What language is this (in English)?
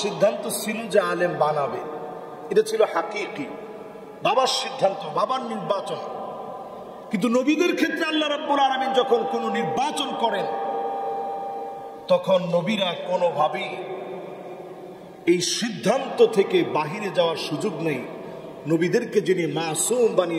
Bangla